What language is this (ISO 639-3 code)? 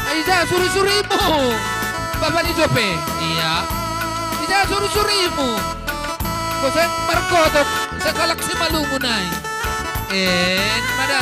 bts